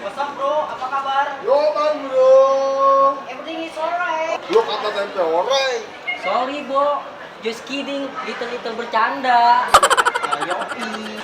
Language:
Betawi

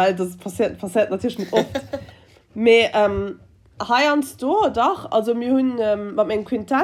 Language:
Luxembourgish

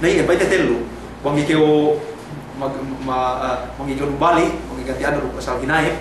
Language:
Yakan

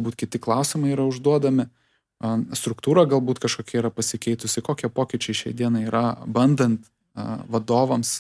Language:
Lithuanian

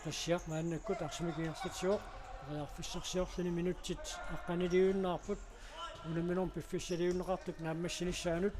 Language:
Kalaallisut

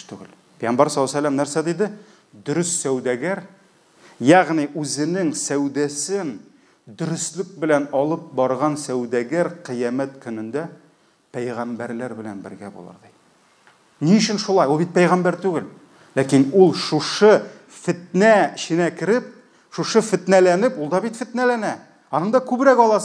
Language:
Tatar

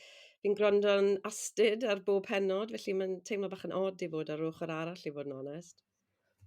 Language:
Welsh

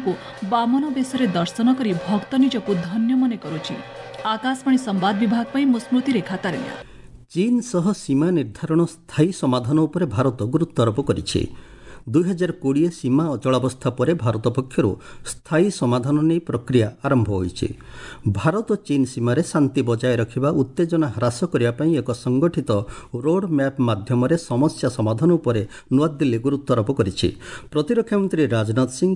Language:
Odia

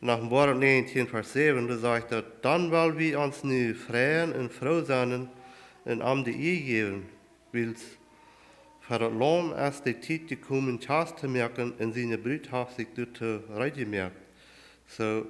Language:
Plautdietsch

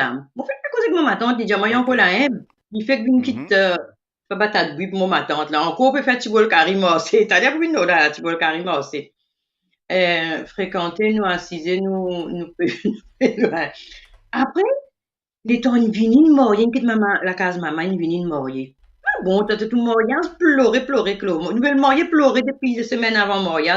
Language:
Morisyen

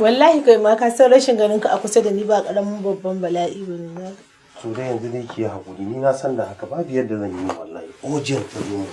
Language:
Hausa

